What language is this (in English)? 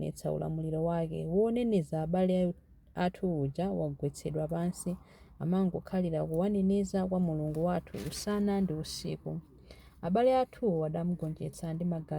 Nyanja